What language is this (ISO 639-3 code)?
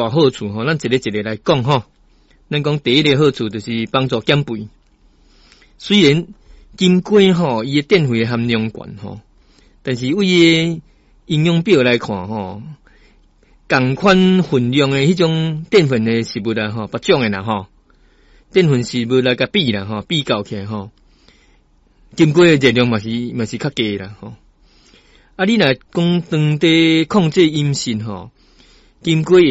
nan